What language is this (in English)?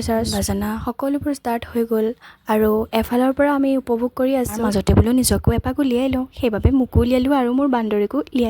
Assamese